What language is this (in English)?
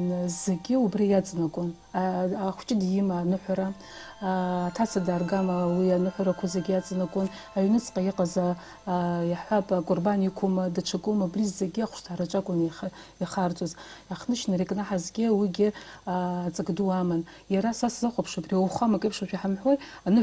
Abkhazian